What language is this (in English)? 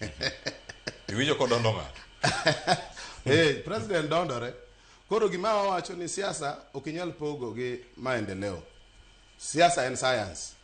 Luo (Kenya and Tanzania)